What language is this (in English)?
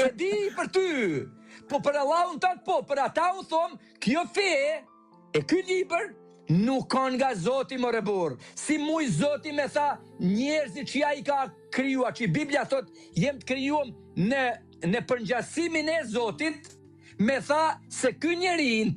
Albanian